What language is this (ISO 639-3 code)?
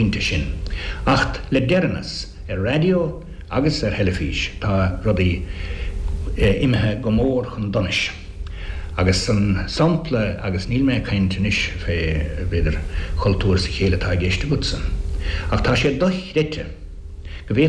gle